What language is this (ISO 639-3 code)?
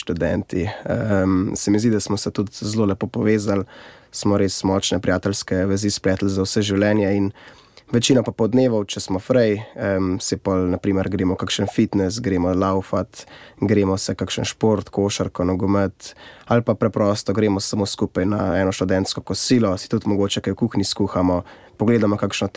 slv